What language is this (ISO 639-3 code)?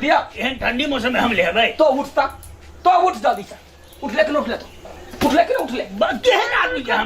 mai